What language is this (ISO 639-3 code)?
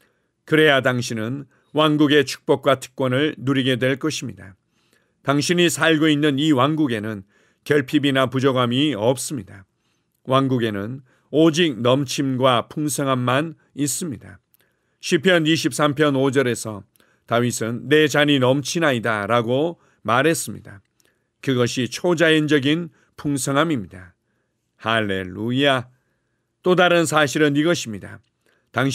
kor